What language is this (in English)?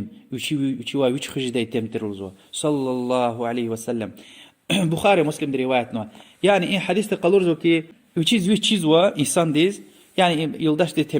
Lezghian